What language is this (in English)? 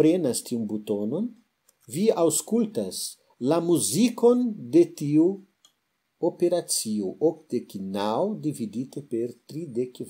Esperanto